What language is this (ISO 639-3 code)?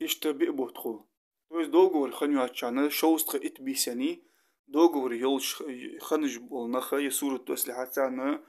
inh